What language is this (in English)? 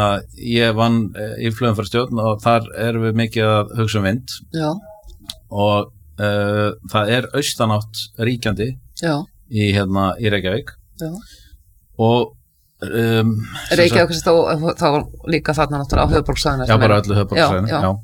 Icelandic